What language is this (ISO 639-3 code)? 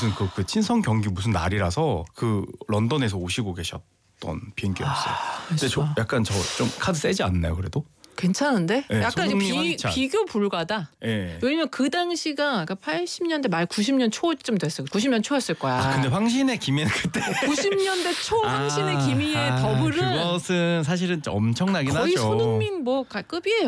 kor